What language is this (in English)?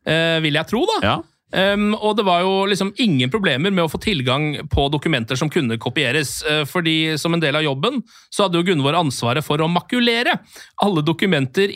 Norwegian